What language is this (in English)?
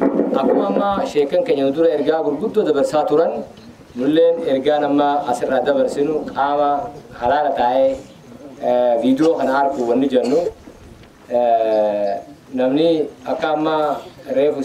Oromo